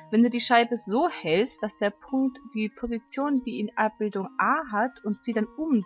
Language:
German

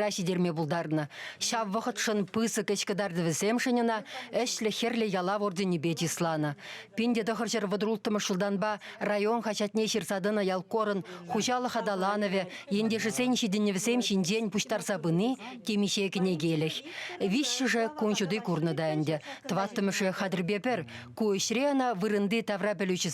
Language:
Chuvash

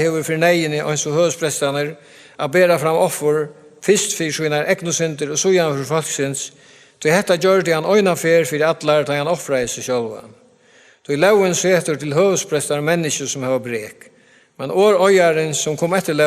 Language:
Faroese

